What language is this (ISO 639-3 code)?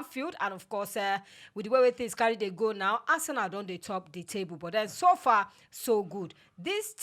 pcm